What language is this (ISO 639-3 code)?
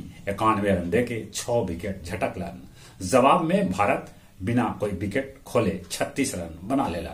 mag